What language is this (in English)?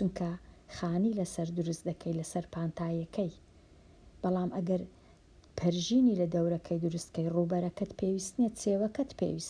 Central Kurdish